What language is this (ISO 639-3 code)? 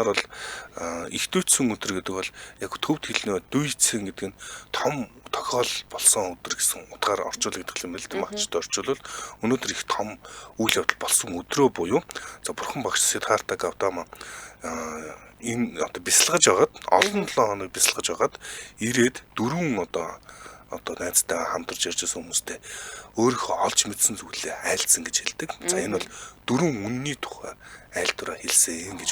mon